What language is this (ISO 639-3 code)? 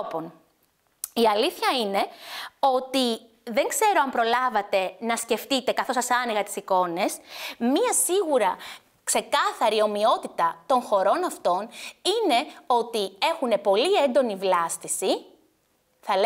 ell